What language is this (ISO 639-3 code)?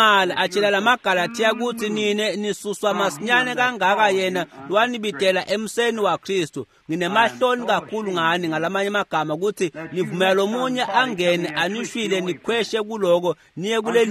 ssw